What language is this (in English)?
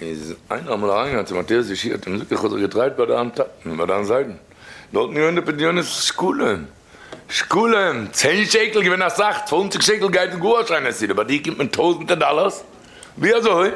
Yiddish